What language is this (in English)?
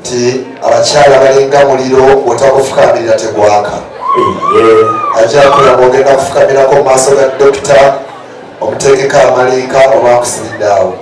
Ganda